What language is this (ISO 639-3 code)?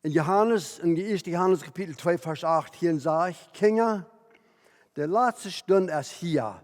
pdt